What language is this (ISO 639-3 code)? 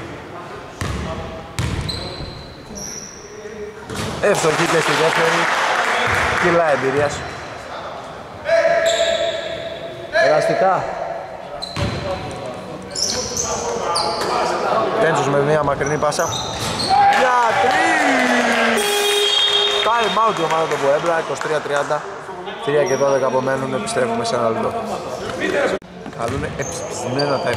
ell